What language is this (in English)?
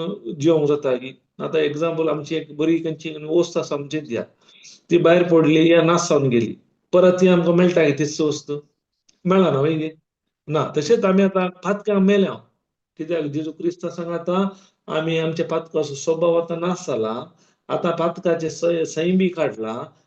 Konkani